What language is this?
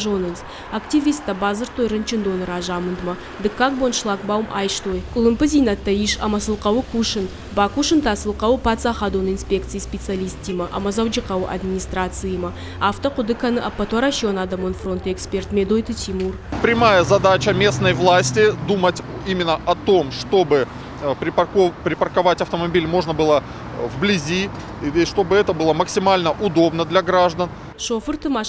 Ossetic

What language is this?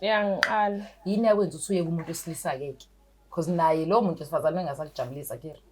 Zulu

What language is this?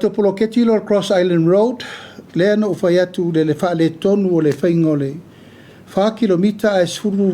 Samoan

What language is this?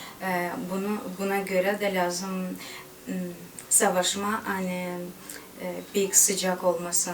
Gagauz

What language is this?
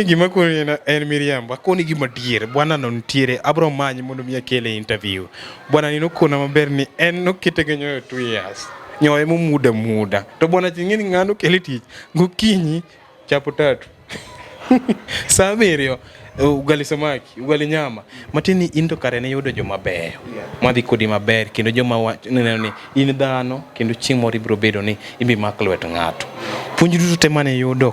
Luo (Kenya and Tanzania)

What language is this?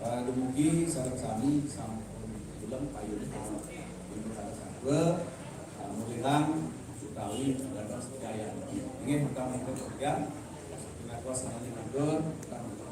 Balinese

